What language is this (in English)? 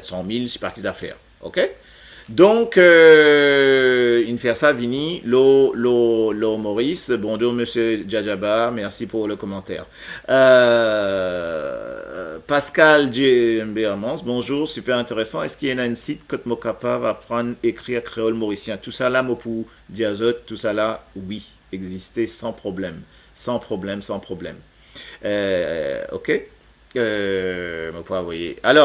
Morisyen